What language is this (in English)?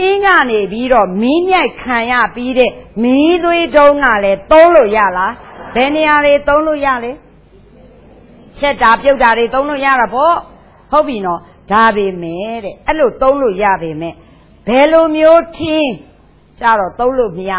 Burmese